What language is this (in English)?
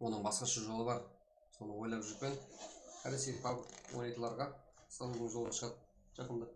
Kara-Kalpak